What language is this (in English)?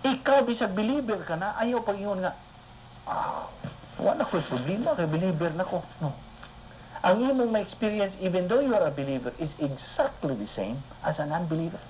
Cebuano